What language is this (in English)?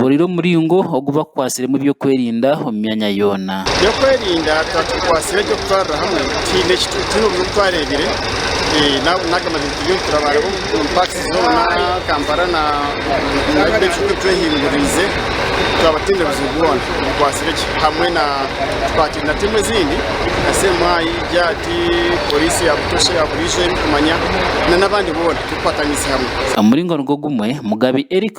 Nyankole